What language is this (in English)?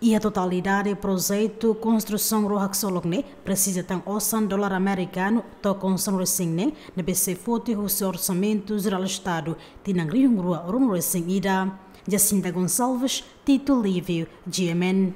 Tetum